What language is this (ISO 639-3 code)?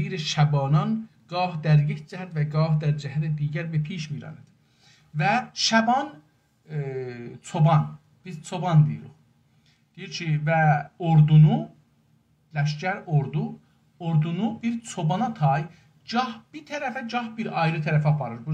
azb